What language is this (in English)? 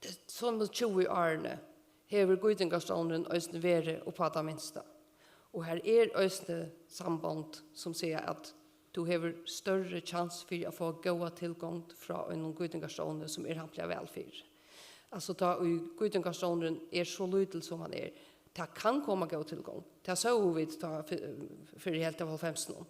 Faroese